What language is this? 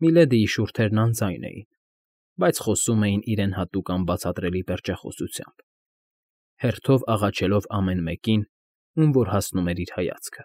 Armenian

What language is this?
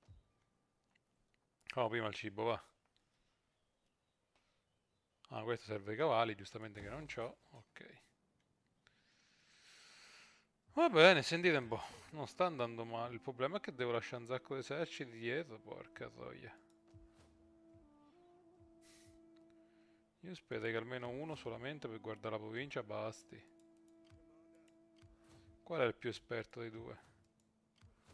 Italian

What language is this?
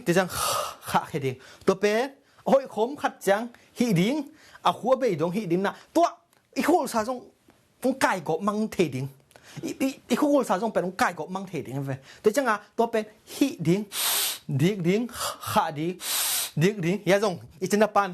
Tedim Chin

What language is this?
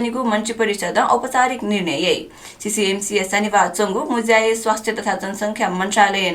Newari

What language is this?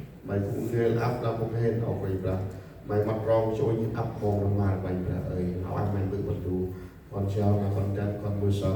Central Mnong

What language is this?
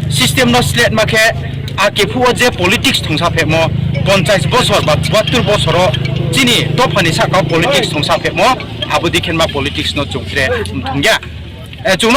Riang (India)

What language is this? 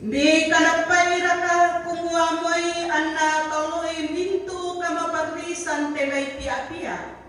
Toraja-Sa'dan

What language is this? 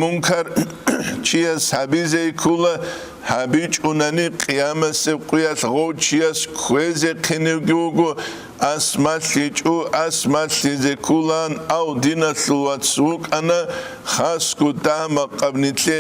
Avaric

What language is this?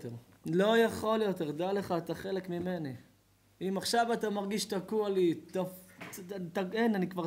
Hebrew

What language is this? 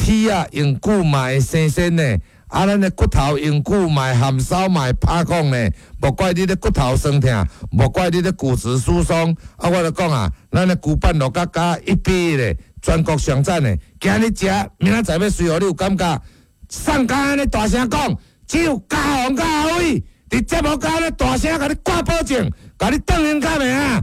Min Nan Chinese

